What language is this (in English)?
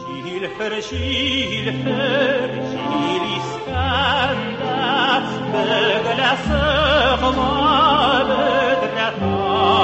Tatar